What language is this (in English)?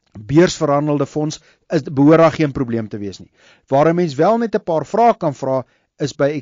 Afrikaans